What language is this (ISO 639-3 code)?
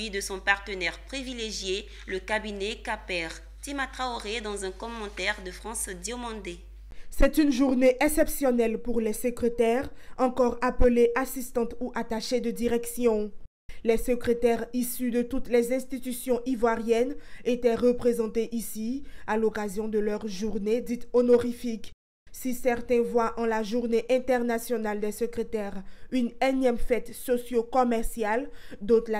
fra